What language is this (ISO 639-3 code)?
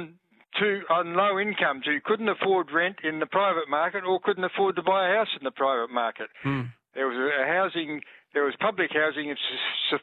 eng